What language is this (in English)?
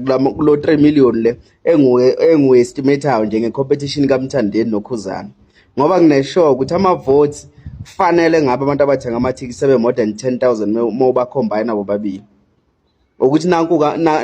Zulu